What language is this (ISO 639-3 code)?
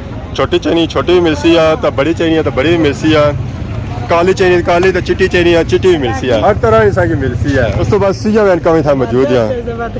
phr